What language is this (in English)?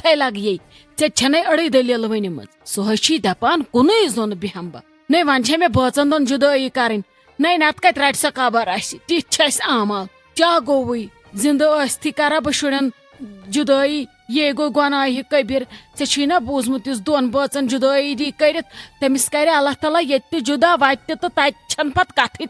Kashmiri